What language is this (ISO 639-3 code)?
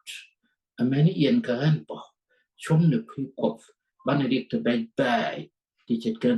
nus